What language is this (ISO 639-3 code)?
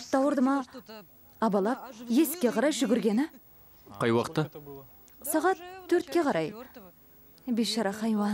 kaz